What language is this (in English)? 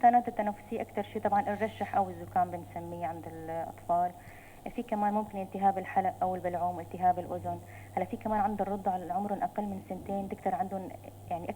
North Levantine Arabic